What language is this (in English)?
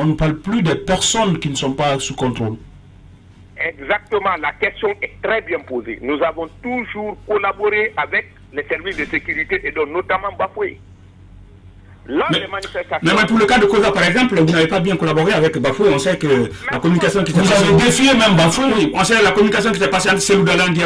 French